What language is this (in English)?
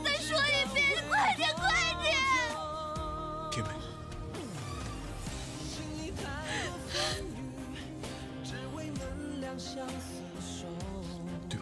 Chinese